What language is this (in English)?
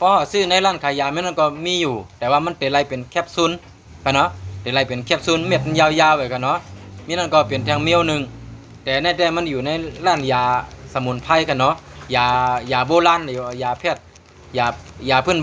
Shan